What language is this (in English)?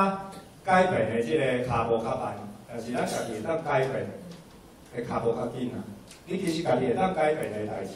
Min Nan Chinese